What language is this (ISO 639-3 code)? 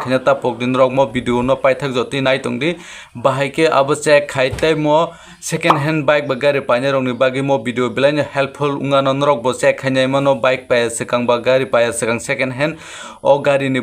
trp